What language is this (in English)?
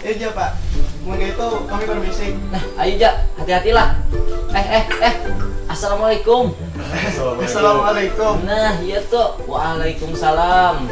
Banjar